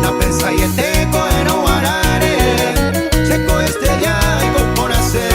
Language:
Guarani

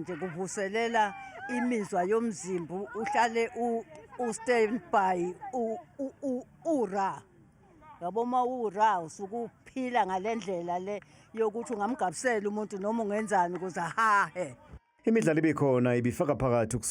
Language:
Zulu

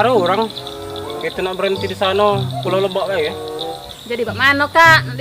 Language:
Musi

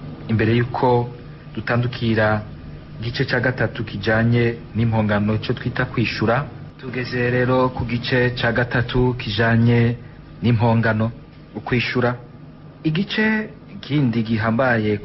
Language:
Rundi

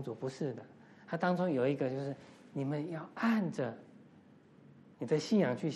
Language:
Chinese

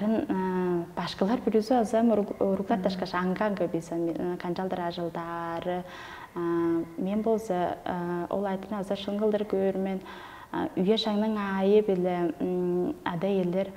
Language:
Tuvinian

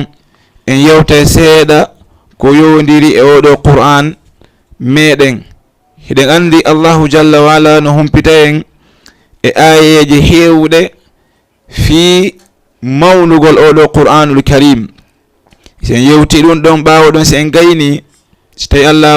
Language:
Fula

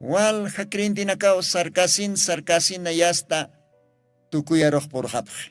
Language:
Aymara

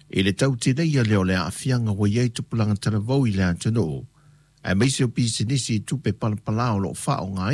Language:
Samoan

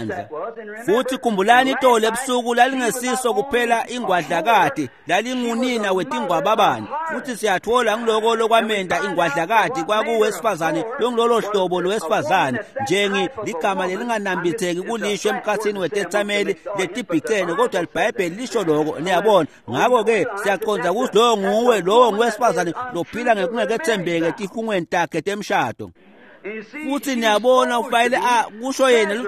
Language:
Swati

